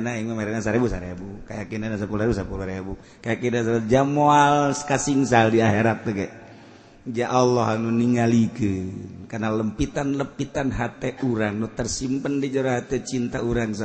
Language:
Sundanese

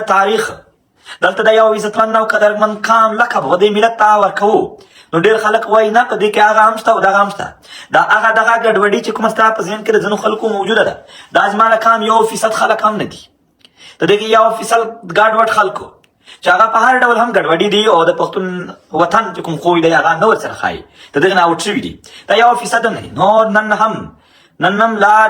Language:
Pashto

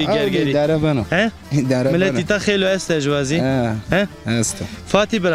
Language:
Zaza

